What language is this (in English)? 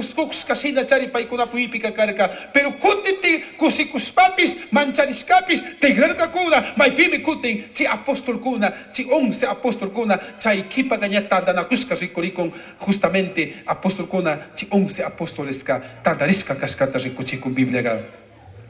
Chimborazo Highland Quichua